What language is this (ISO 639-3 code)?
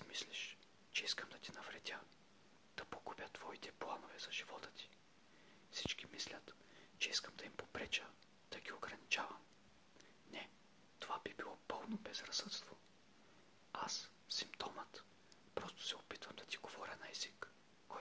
bul